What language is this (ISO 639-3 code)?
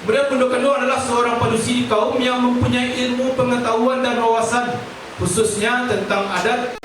min